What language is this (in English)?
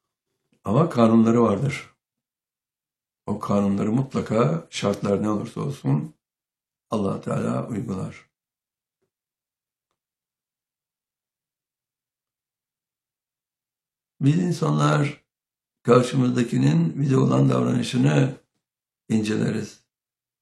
Turkish